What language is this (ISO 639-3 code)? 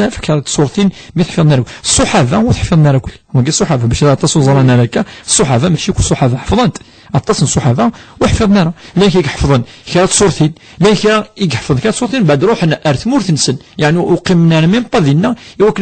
kab